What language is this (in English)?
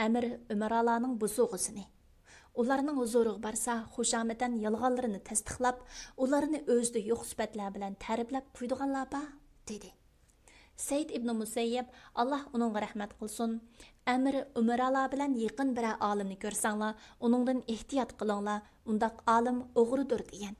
Uyghur